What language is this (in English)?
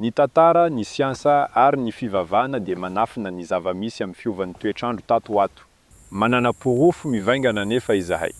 Malagasy